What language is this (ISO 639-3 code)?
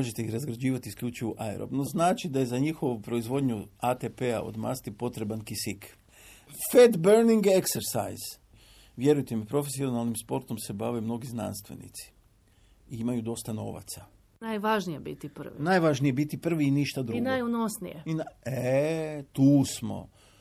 hrv